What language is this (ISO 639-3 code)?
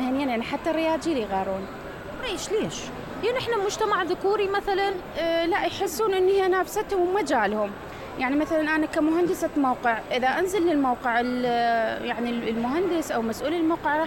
acm